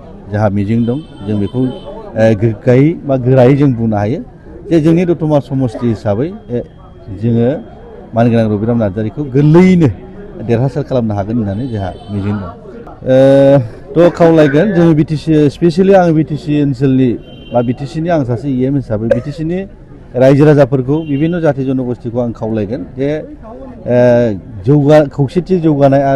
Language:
Bodo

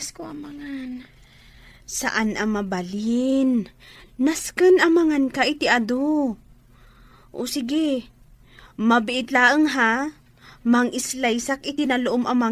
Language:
Iloko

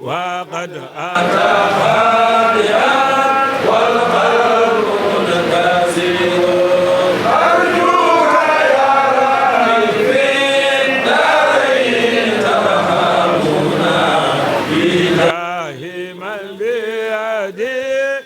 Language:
Fula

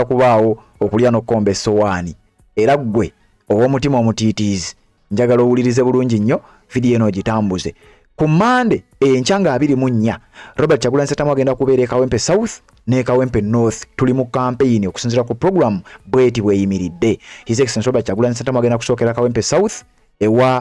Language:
Ganda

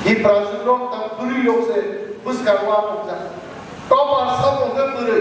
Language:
Kok Borok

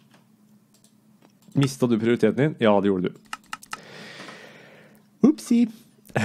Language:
Norwegian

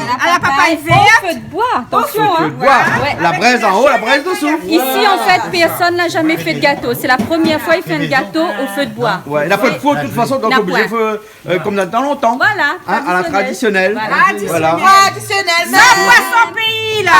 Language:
Réunion Creole French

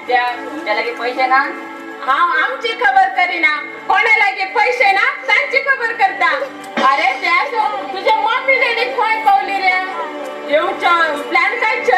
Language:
Konkani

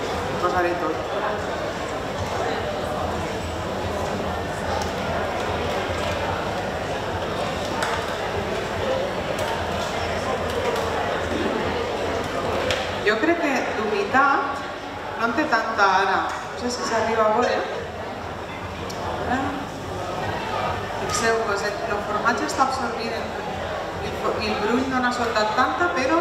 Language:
Catalan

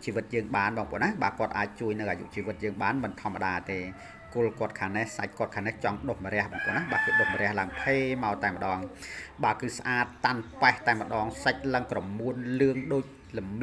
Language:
Khmer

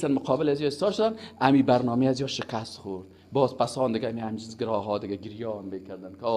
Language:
Persian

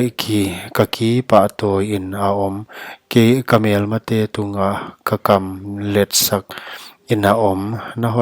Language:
Paite Chin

